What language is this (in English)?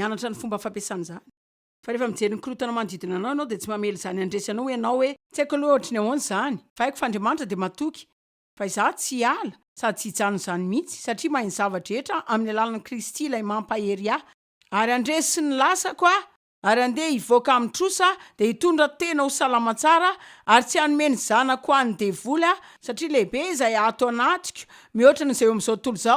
Malagasy